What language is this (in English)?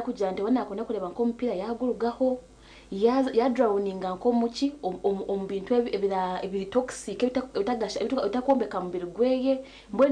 Nyankole